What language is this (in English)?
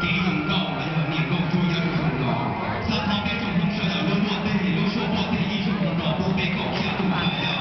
Hmong